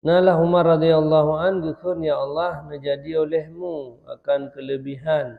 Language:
Achinese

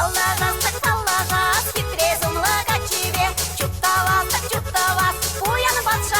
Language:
Chuvash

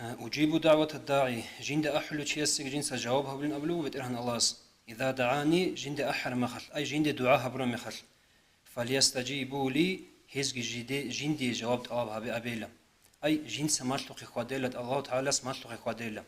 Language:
Avaric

